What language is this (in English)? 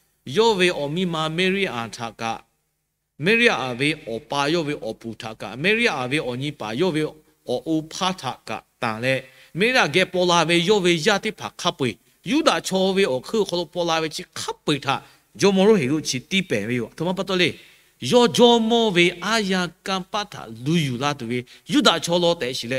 Lahu